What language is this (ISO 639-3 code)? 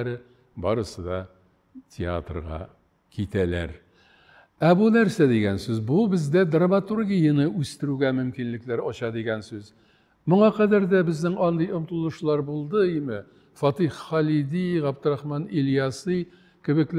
tat